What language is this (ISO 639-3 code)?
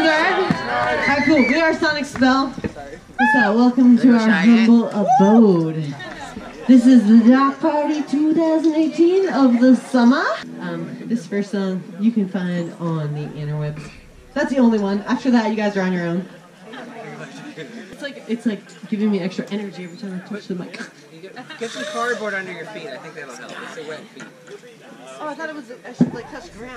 eng